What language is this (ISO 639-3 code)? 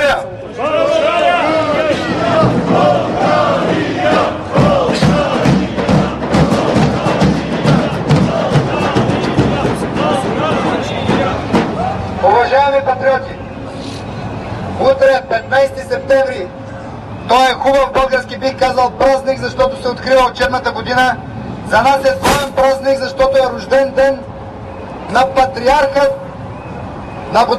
bul